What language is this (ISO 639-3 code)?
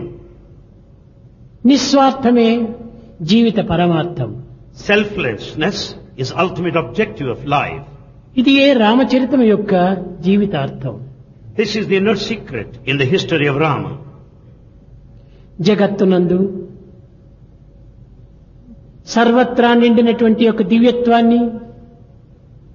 tel